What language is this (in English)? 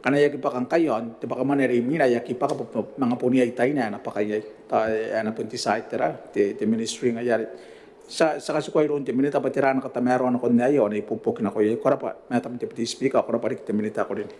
Gilbertese